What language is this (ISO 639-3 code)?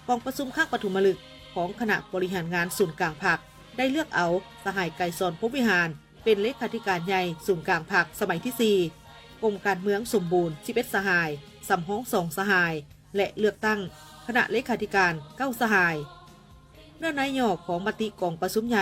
lao